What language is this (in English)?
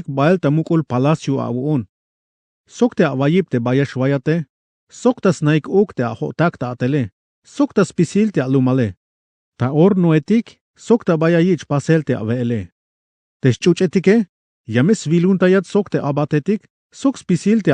Tzeltal